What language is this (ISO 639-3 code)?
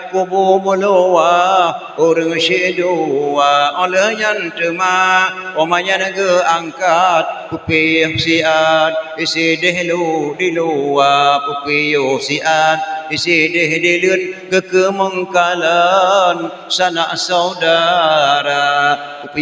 ace